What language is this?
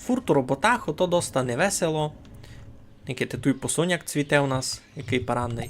Rusyn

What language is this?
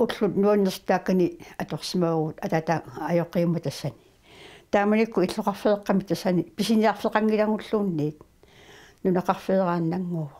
Kalaallisut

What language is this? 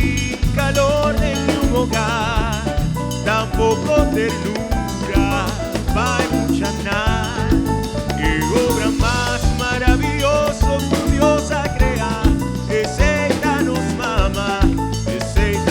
Papiamento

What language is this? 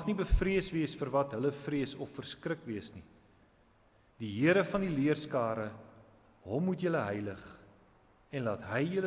Afrikaans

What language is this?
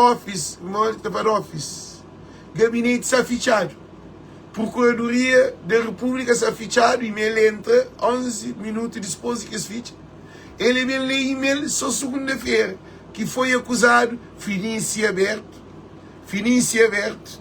Kabuverdianu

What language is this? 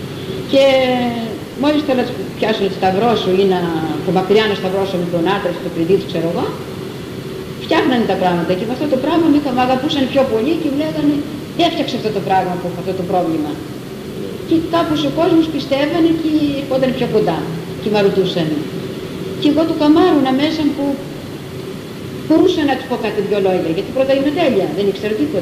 Greek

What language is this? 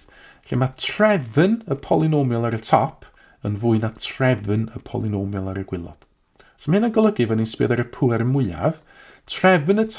Welsh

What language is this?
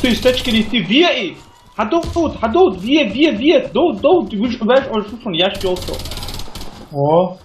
Chechen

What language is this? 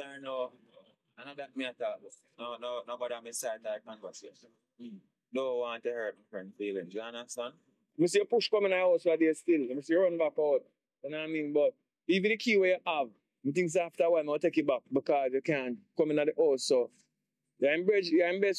Jamaican Creole English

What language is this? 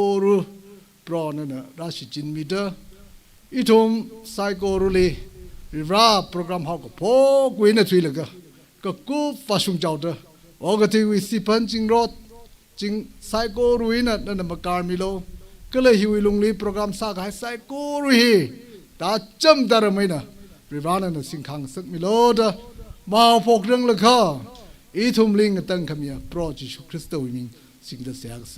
Tangkhul Naga (India)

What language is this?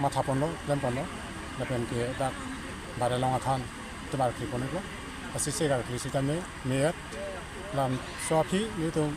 Karbi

